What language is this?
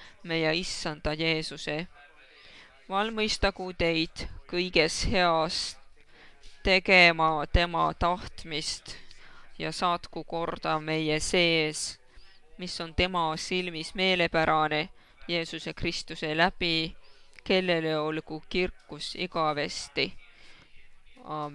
Estonian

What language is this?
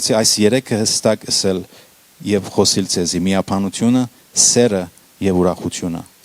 Western Armenian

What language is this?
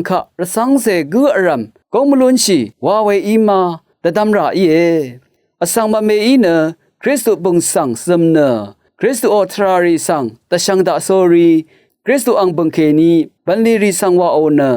Rawang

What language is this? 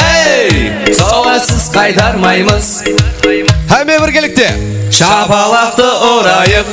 Kara-Kalpak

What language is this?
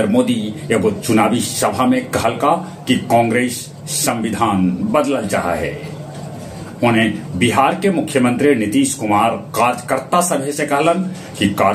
Magahi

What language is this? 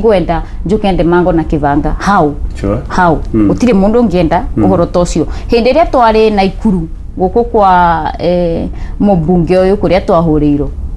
Kikuyu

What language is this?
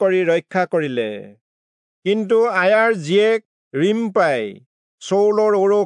Assamese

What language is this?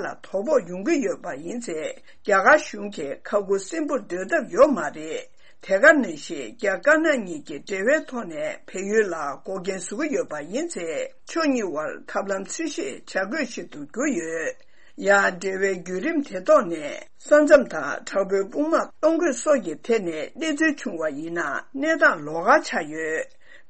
Tibetan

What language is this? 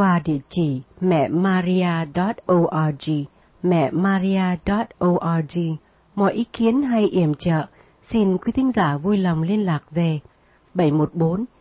Vietnamese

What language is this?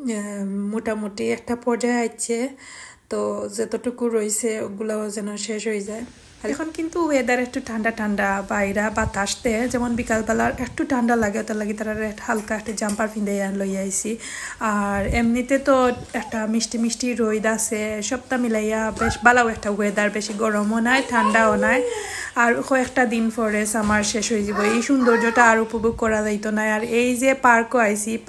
Sylheti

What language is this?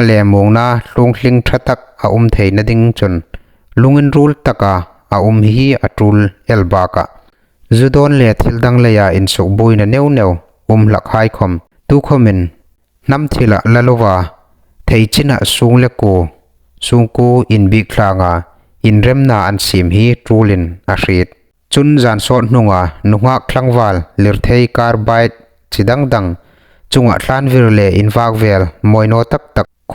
Hmar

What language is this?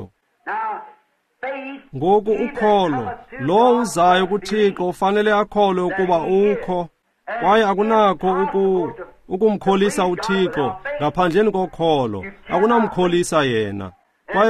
Xhosa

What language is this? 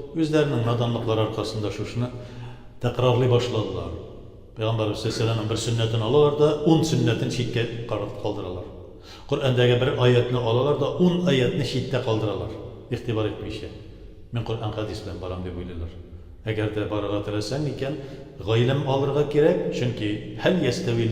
Tatar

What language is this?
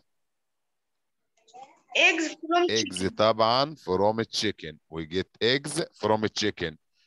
Egyptian Arabic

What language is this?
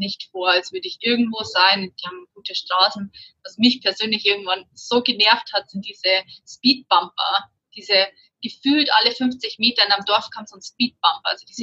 German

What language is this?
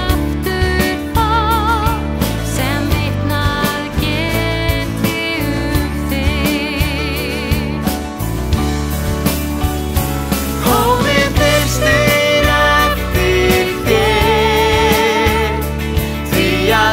Icelandic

